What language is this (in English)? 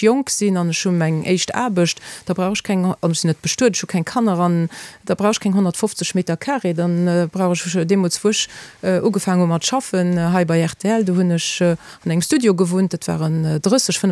Luxembourgish